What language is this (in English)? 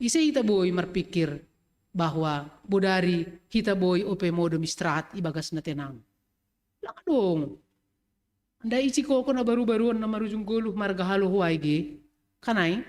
Batak Simalungun